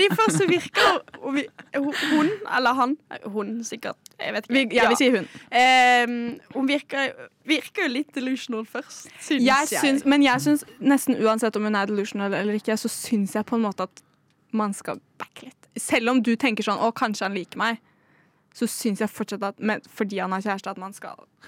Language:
Norwegian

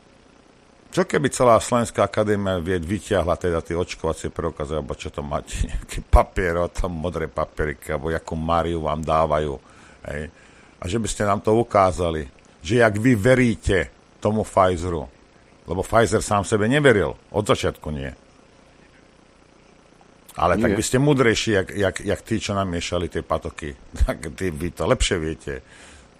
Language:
Slovak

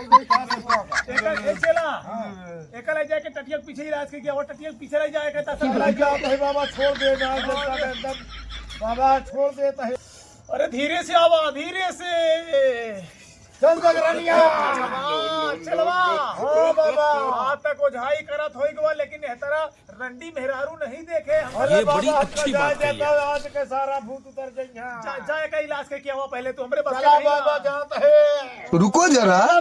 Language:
Awadhi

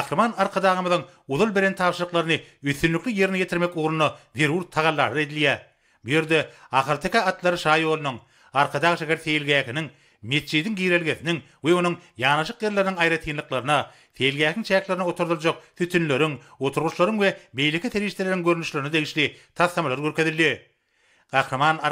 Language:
Turkmen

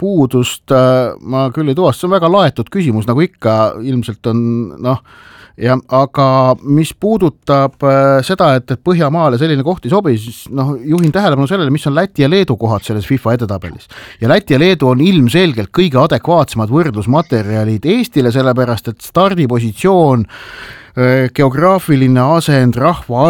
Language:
Estonian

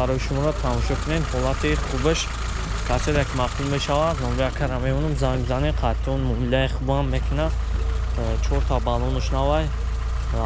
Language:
Tajik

